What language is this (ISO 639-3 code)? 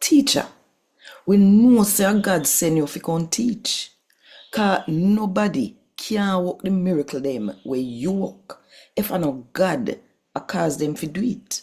jam